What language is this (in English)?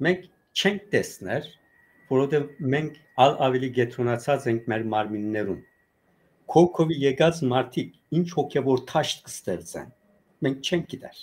Western Armenian